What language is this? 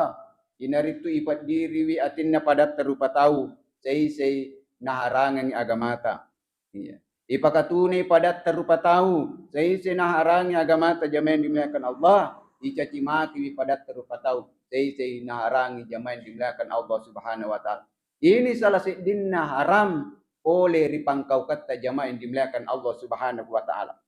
Buginese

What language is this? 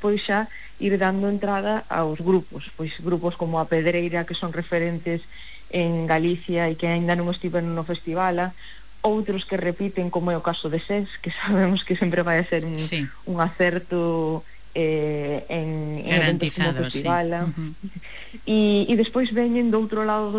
Galician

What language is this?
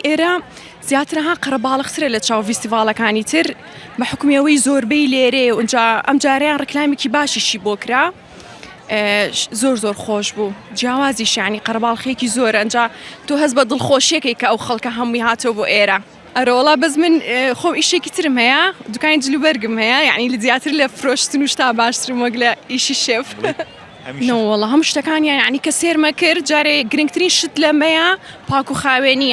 Central Kurdish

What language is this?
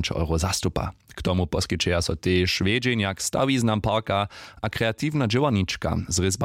Upper Sorbian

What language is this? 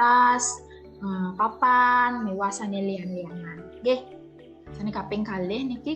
Balinese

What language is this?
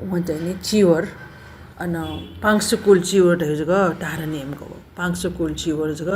Newari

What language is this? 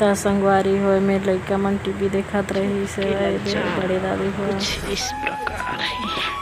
Chhattisgarhi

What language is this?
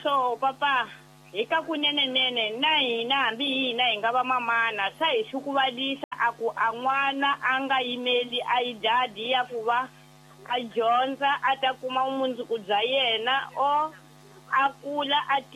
Tsonga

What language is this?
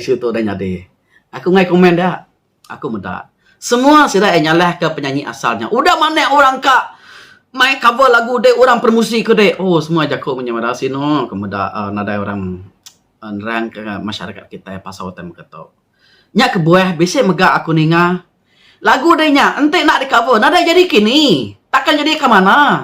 Iban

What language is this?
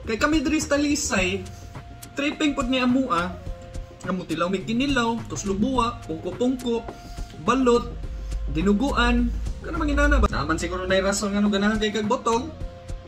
Cebuano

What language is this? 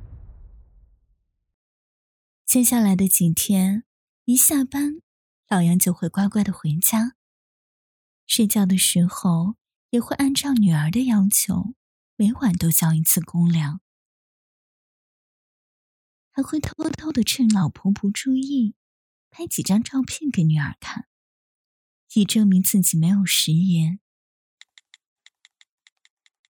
Chinese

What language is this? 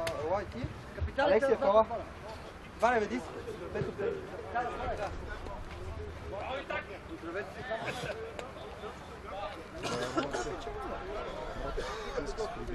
Bulgarian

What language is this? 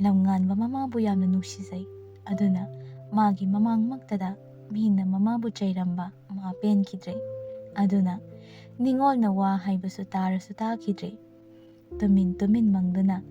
Manipuri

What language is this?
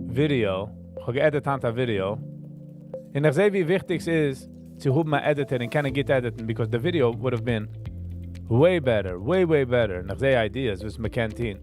Yiddish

